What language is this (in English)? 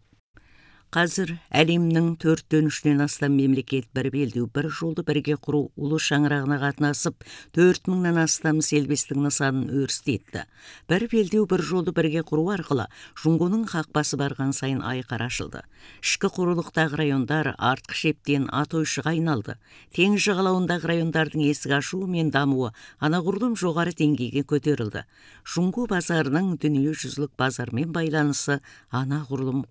Kazakh